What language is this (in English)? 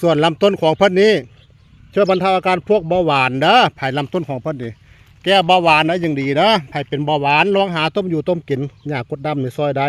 Northeastern Thai